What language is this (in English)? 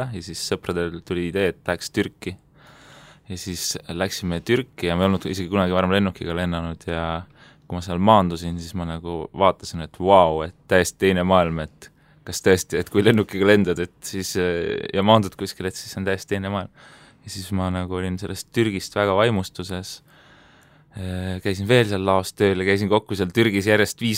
Estonian